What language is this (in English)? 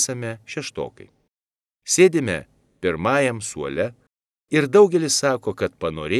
Lithuanian